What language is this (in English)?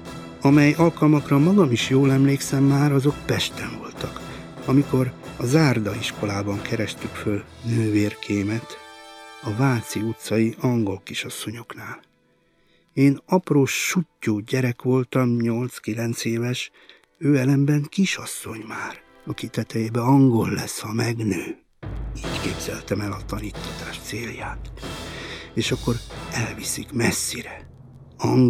Hungarian